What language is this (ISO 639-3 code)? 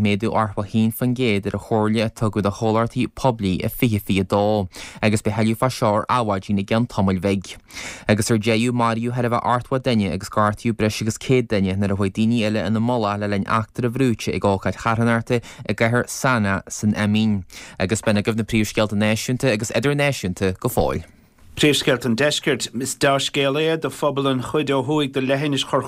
gle